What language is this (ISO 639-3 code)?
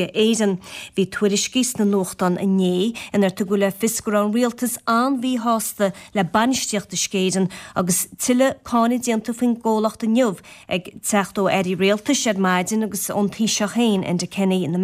gle